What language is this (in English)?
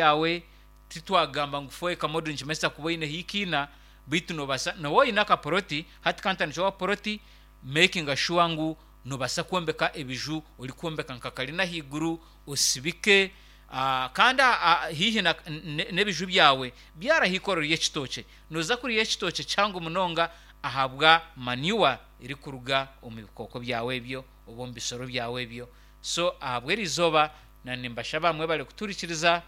Nyankole